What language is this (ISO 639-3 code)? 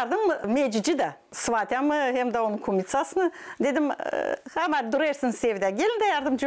gag